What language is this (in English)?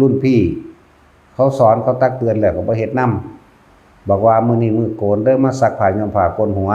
Northeastern Thai